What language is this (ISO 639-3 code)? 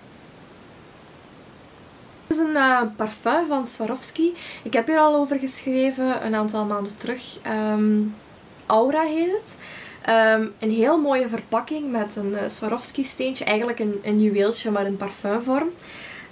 nld